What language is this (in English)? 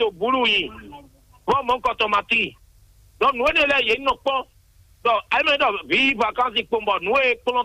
Fon